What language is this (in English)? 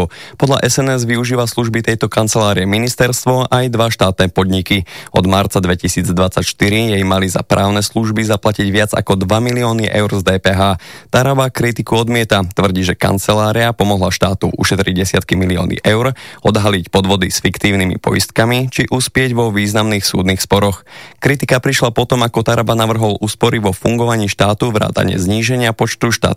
Slovak